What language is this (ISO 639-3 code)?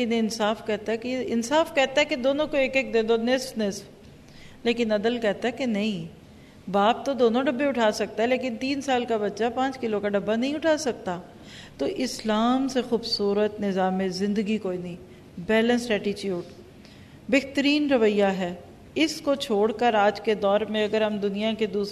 urd